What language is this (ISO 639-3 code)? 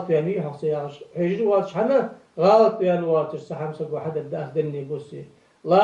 inh